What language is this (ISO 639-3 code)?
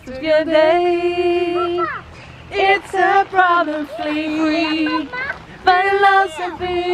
nld